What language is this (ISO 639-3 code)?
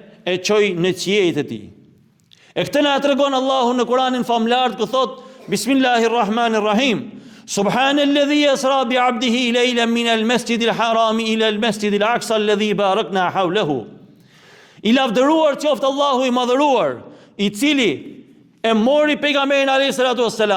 sqi